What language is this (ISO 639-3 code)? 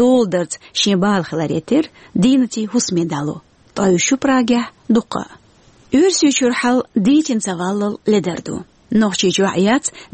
che